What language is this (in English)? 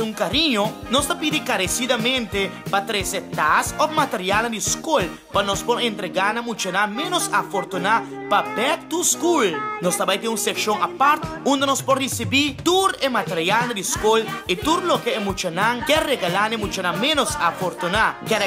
Papiamento